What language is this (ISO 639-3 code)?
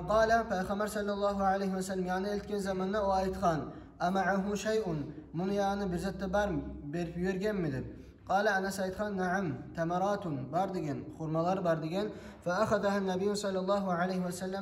kum